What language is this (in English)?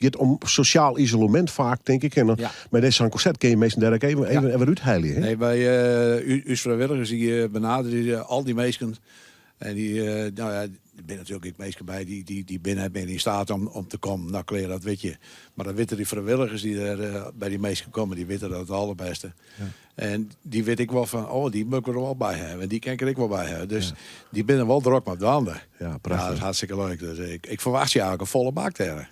Western Frisian